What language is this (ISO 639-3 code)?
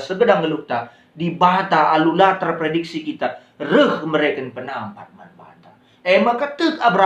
btx